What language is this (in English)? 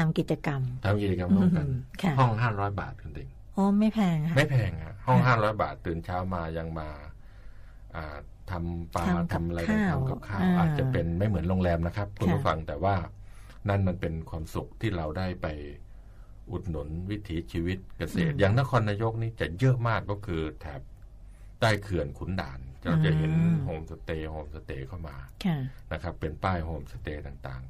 Thai